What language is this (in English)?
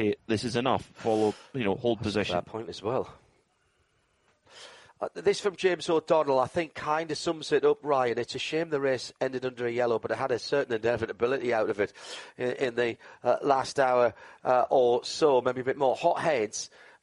English